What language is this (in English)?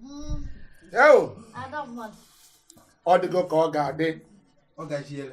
Igbo